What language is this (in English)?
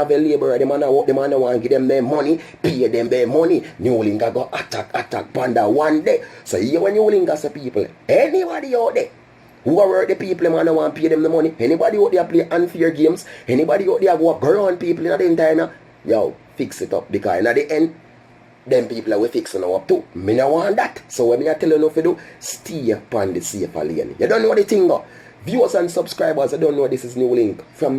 Jamaican Creole English